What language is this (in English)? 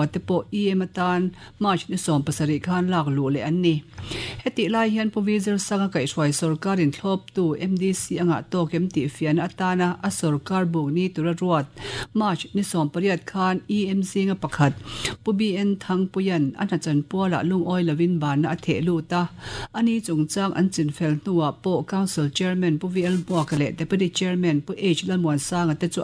Mizo